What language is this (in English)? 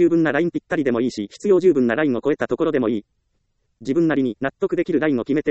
Japanese